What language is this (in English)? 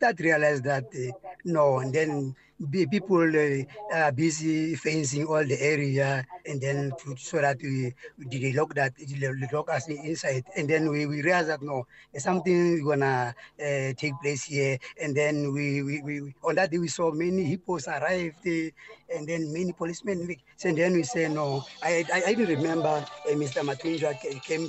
English